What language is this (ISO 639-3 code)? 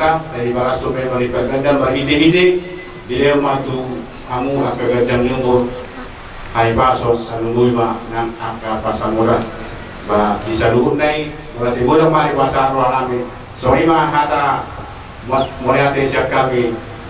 bbc